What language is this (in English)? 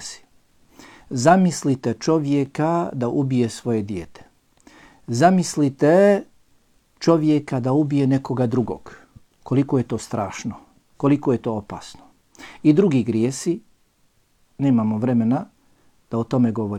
Bosnian